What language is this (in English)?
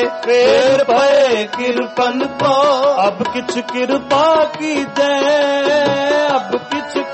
Punjabi